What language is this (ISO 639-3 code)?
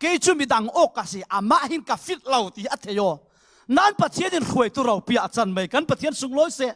cfm